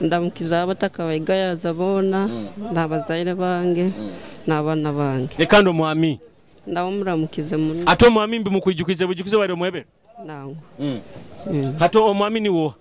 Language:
Nyoro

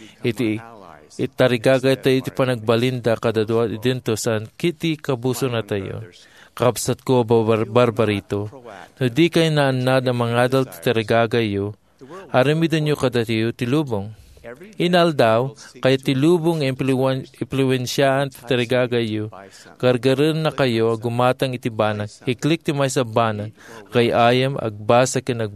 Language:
Iloko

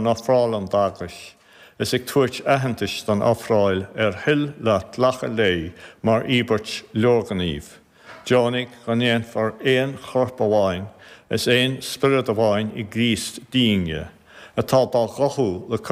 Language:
Irish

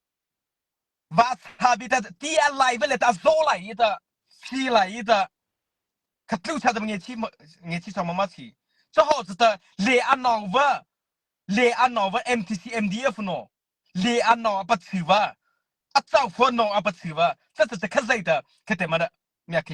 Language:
Mara Chin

